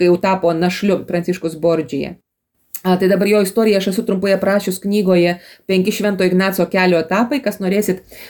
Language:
Lithuanian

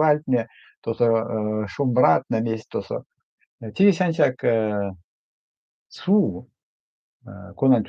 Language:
Erzya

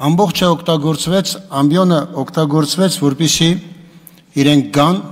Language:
Armenian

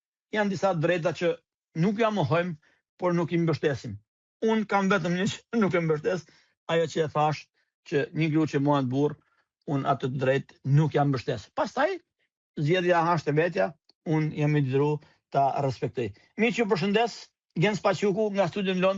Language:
Albanian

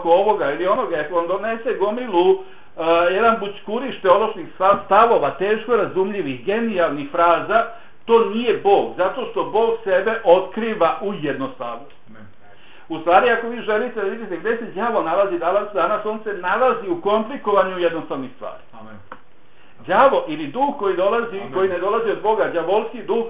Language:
Bosnian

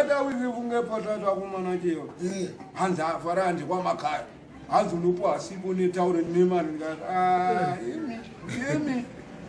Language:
Shona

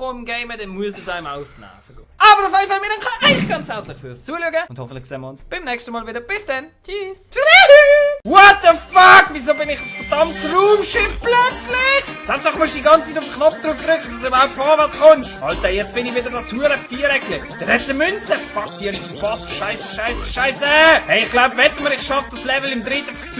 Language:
Swiss German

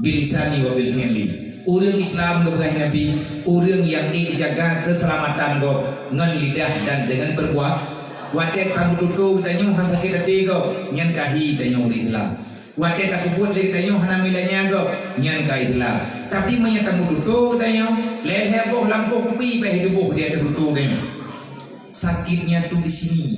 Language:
Achinese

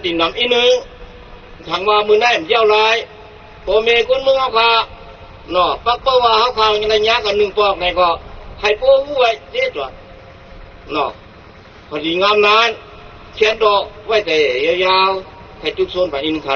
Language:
Shan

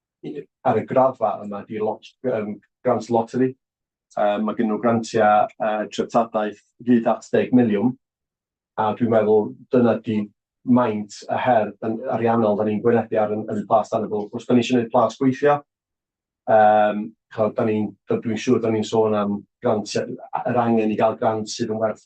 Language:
Welsh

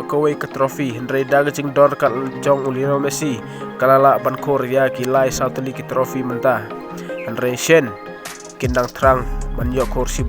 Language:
Khasi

